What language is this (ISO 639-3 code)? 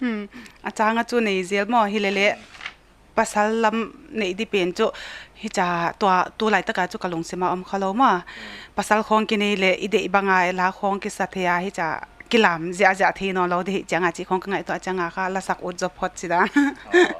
pck